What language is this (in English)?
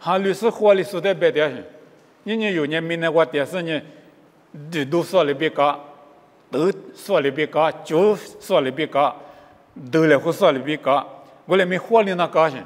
Lisu